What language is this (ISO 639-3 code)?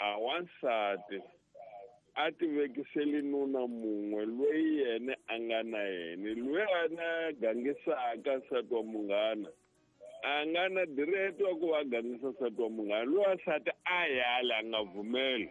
tso